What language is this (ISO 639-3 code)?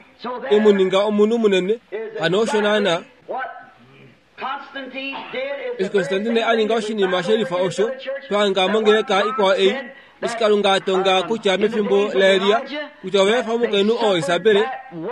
kua